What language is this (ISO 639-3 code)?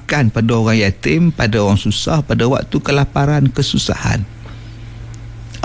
msa